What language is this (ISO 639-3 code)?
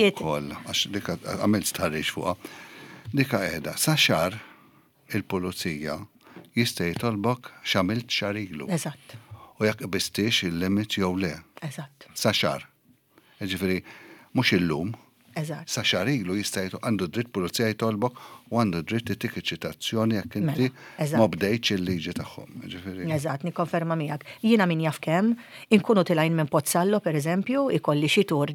mlt